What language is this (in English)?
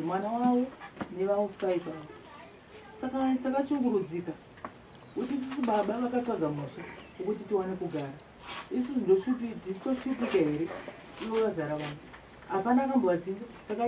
Shona